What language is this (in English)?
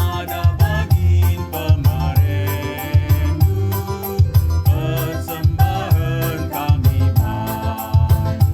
Batak Karo